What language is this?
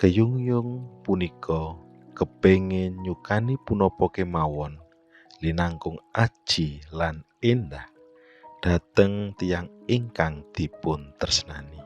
Javanese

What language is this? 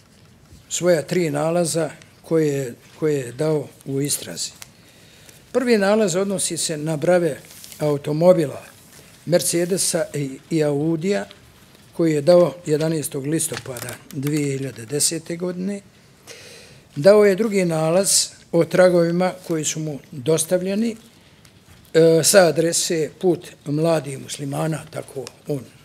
Bosnian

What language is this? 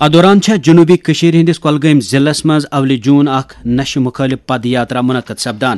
Kashmiri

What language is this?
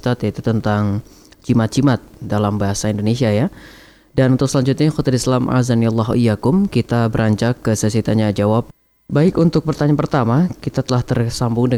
Indonesian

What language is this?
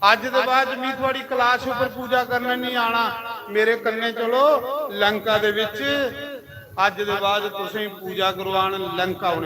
Dogri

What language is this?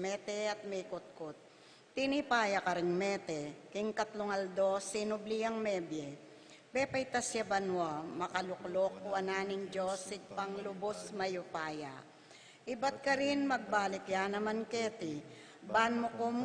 Pampanga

